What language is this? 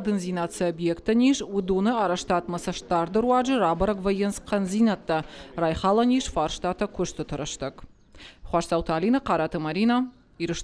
Ossetic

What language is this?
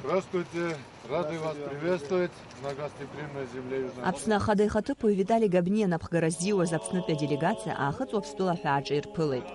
Abkhazian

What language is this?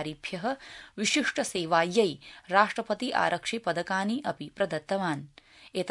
Sanskrit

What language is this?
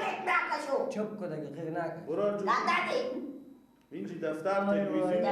Persian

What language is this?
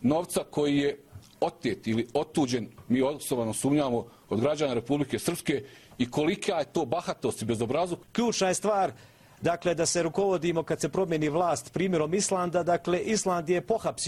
Bosnian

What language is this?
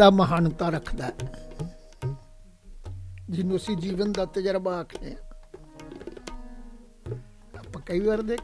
Punjabi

